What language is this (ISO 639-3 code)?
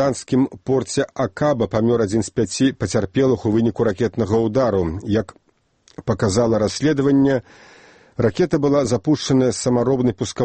bel